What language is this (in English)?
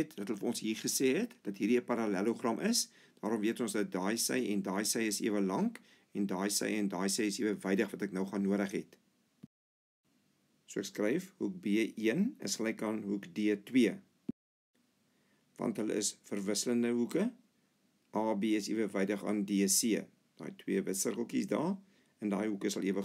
Afrikaans